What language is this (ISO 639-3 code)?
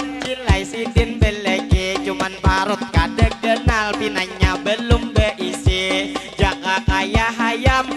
bjn